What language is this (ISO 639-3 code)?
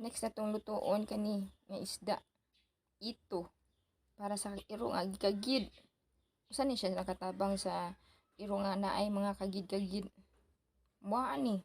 ceb